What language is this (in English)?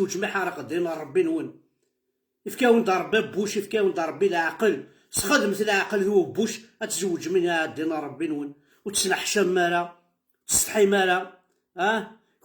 Kabyle